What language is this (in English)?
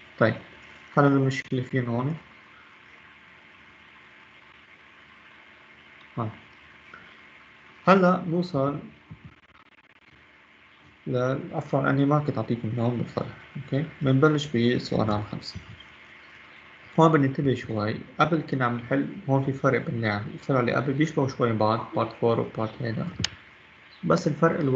North Levantine Arabic